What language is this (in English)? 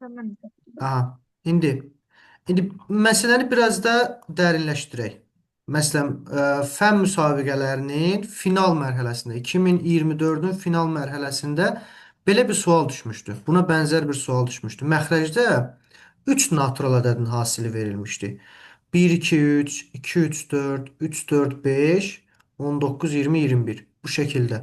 Azerbaijani